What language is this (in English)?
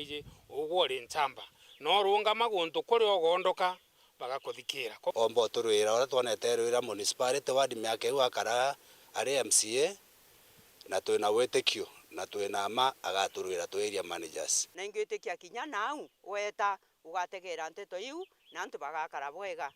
Meru